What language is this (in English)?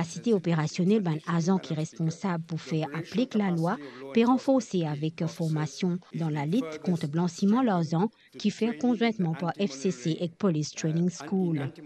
Morisyen